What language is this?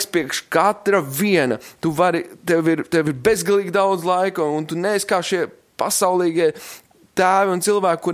Latvian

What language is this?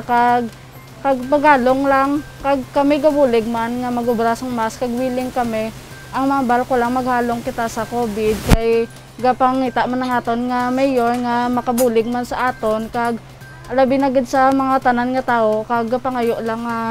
Hiligaynon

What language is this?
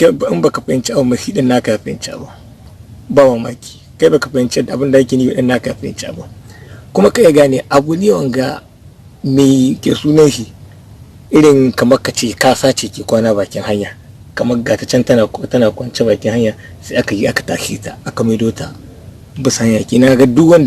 Hausa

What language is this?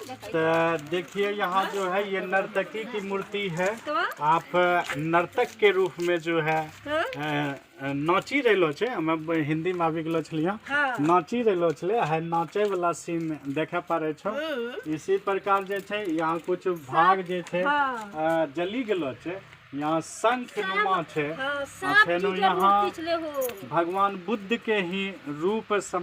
Angika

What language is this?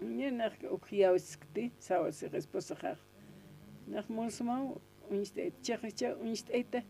Aymara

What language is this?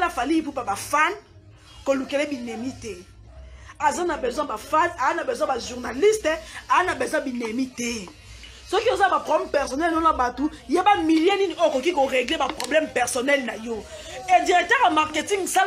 Lingala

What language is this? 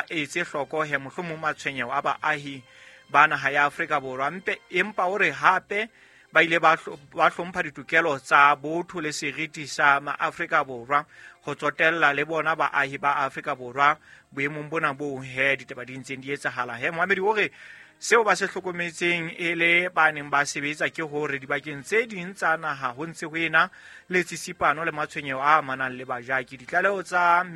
Southern Sotho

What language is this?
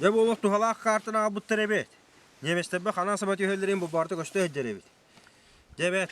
Yakut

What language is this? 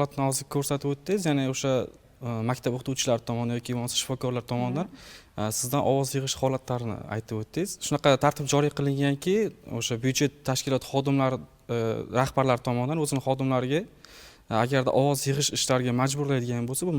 Uzbek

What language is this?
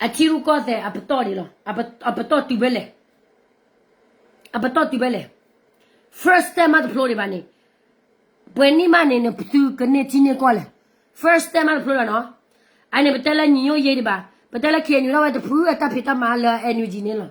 S'gaw Karen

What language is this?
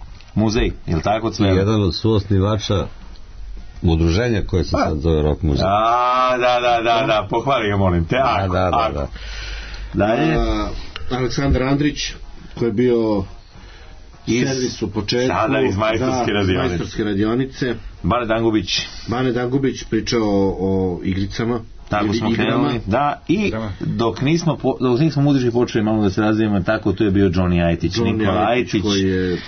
Serbian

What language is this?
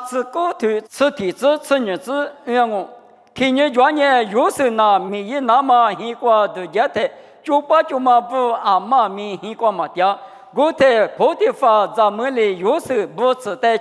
Lisu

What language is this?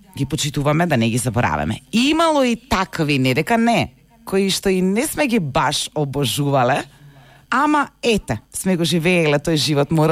Macedonian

